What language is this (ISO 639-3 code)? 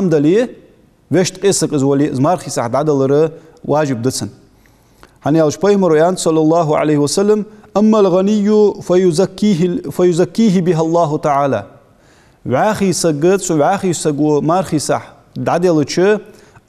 inh